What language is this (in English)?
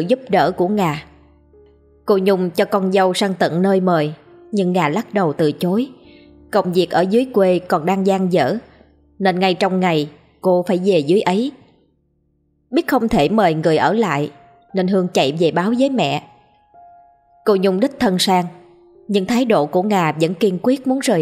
Vietnamese